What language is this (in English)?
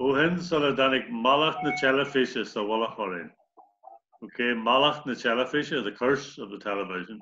Irish